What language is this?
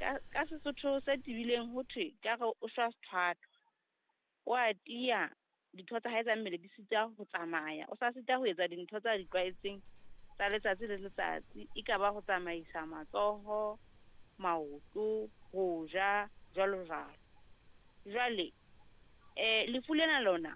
Southern Sotho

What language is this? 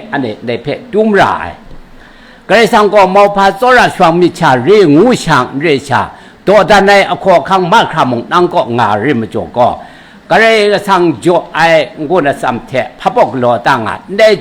Kachin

